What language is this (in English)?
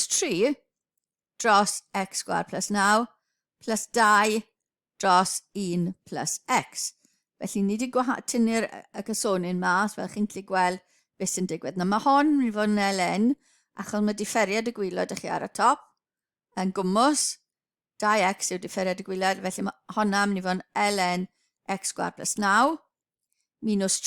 Welsh